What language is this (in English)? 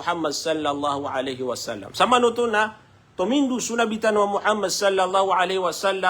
Maranao